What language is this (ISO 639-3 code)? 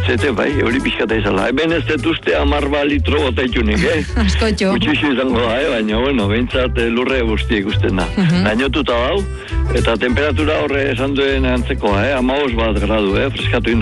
eus